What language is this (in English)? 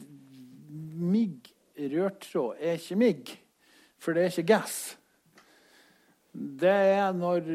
Norwegian